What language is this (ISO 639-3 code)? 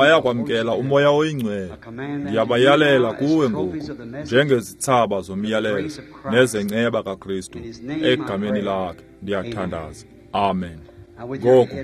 xho